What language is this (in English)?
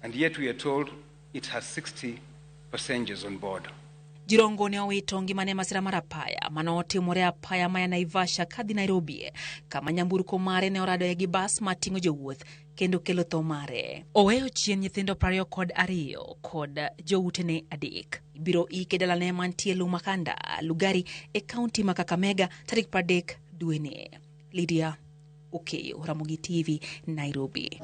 Luo (Kenya and Tanzania)